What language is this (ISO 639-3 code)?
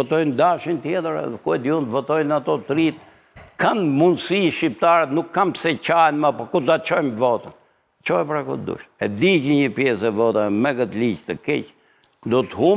sqi